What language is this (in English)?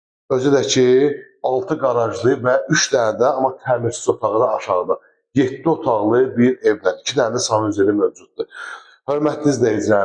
Azerbaijani